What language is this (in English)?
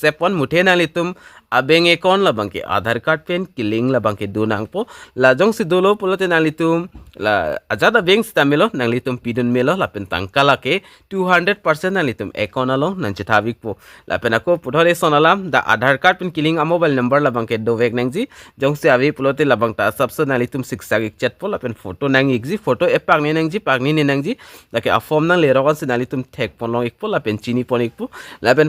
Karbi